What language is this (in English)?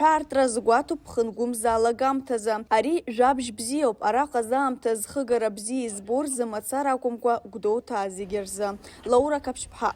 Abkhazian